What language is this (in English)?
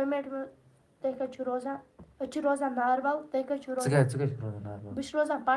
Kashmiri